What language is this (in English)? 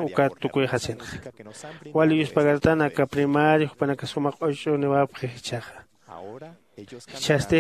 Aymara